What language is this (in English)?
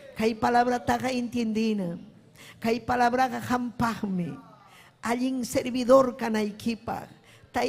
Ayacucho Quechua